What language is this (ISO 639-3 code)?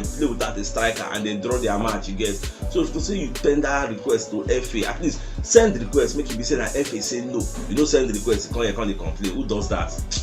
pcm